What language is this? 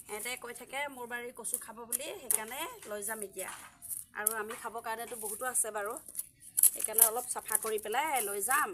Assamese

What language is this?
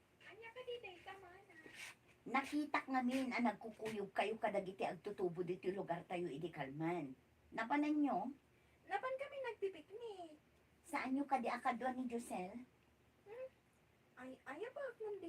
Iloko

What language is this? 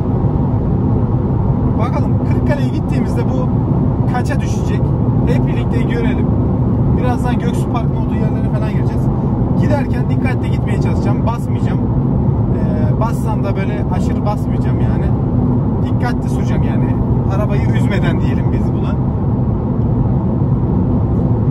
Turkish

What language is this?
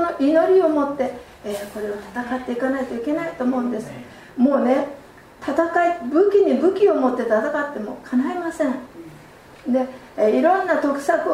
Japanese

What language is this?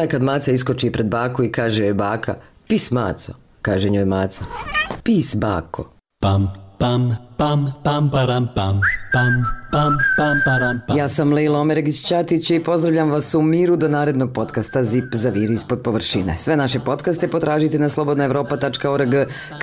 Bosnian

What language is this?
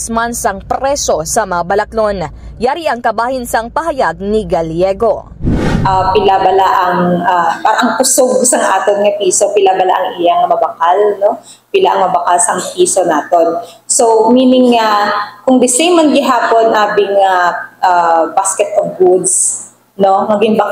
Hiligaynon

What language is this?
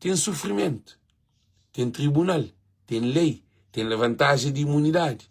Kabuverdianu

